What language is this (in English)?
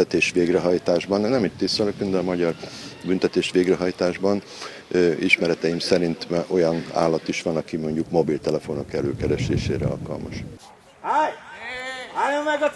Hungarian